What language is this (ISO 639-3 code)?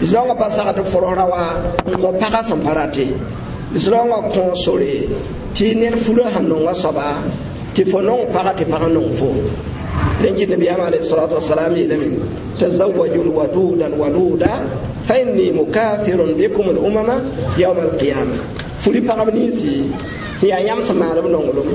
mos